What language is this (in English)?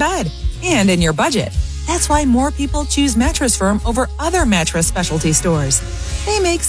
English